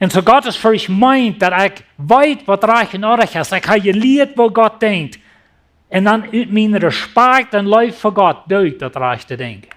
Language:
Plautdietsch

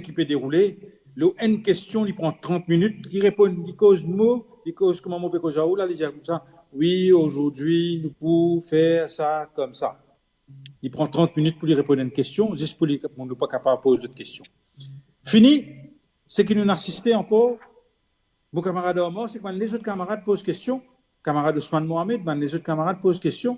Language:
Morisyen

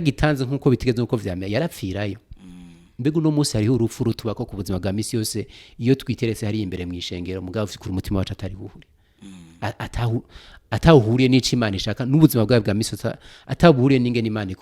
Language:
Rundi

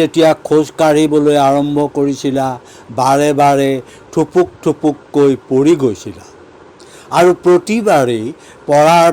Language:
Assamese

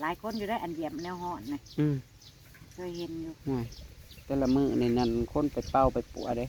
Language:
Northeastern Thai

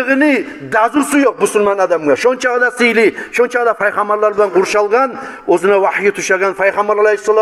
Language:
Kumyk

